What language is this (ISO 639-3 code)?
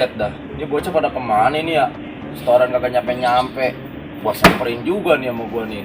bew